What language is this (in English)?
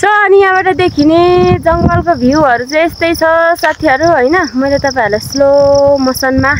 Nepali